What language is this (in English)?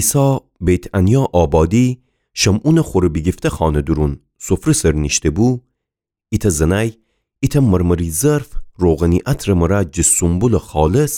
Gilaki